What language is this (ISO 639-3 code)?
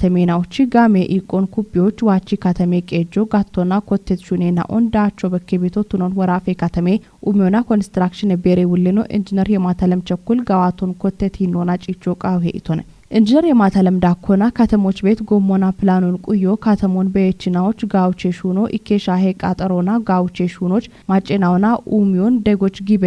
kbr